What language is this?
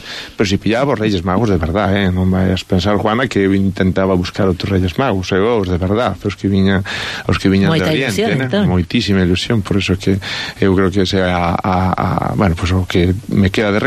Galician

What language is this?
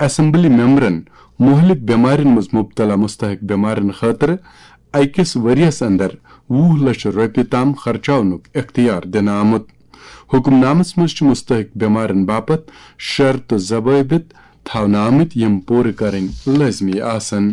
Kashmiri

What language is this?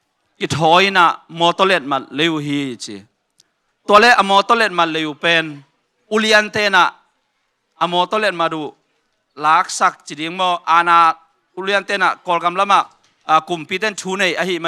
Tedim Chin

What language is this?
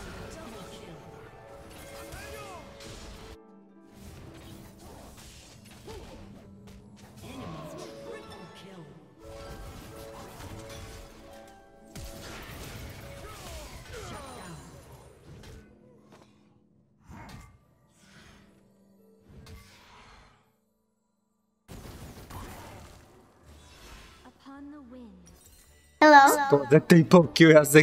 Bulgarian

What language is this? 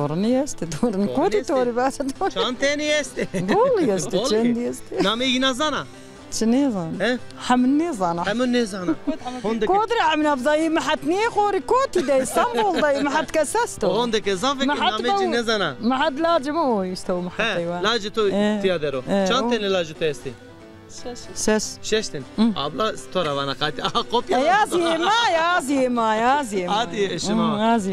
Zaza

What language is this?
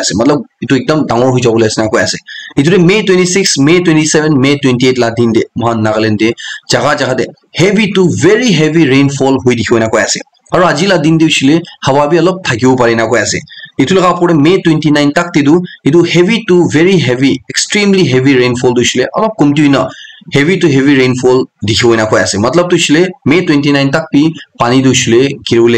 Naga Pidgin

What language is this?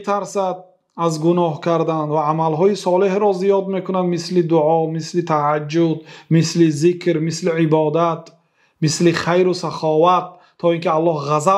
Persian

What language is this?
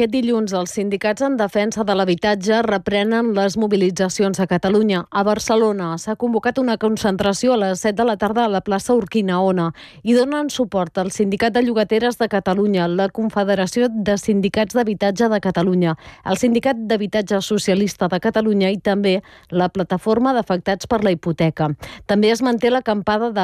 Catalan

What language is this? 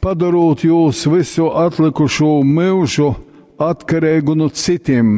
Latgalian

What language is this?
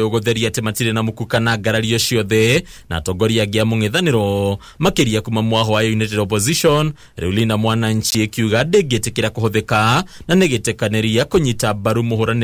Kikuyu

